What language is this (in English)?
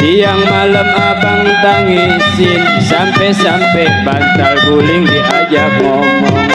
Betawi